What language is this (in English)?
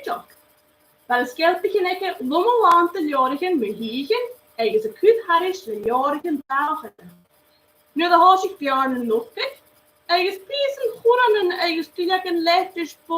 Scottish Gaelic